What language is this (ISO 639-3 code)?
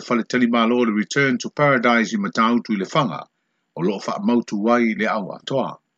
smo